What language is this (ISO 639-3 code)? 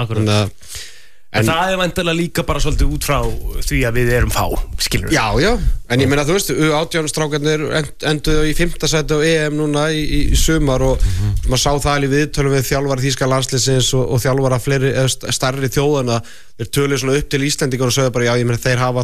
isl